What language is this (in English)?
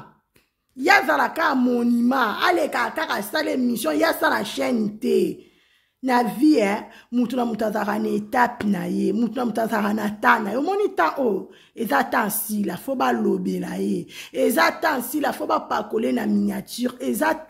Lingala